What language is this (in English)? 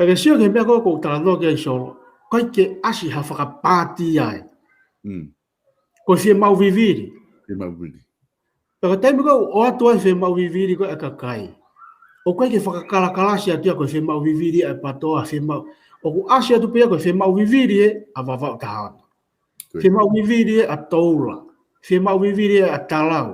Tongan